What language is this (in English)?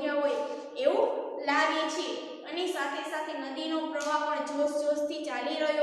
Gujarati